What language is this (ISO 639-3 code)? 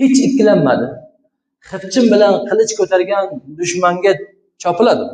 uzb